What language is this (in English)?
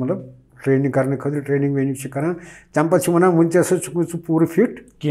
Kashmiri